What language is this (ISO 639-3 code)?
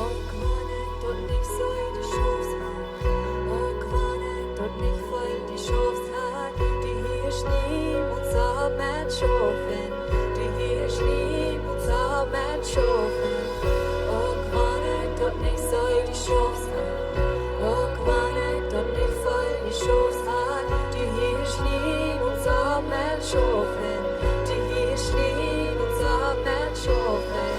pdt